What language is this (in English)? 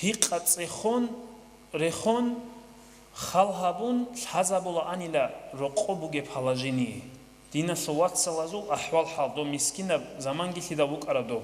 Avaric